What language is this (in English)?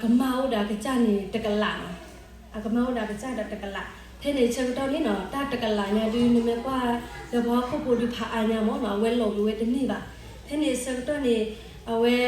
S'gaw Karen